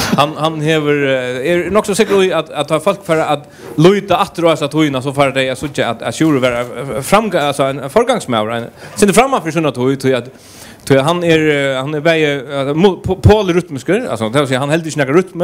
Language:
Faroese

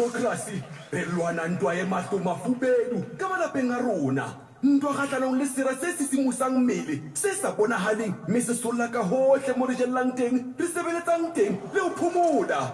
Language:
Southern Sotho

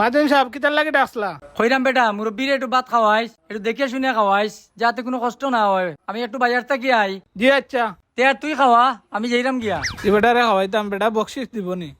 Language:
Sylheti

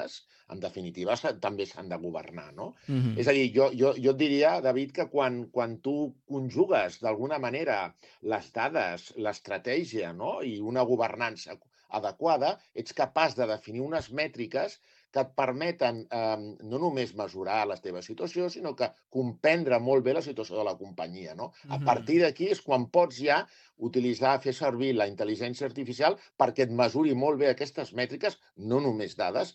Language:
Catalan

